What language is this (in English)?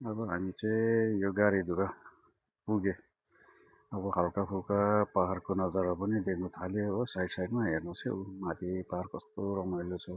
Nepali